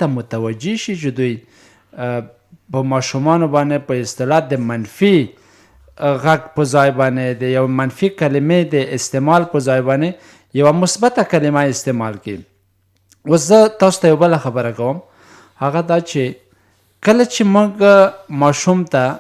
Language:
Pashto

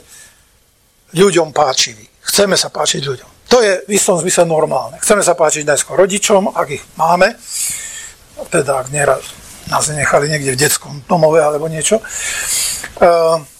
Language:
Slovak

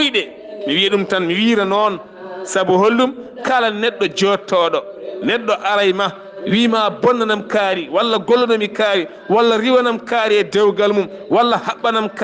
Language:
Fula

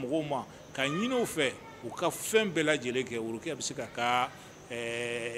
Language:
Bambara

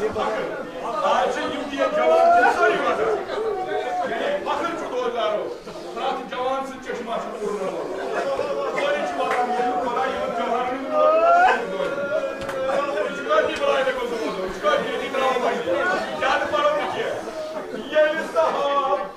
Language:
Kashmiri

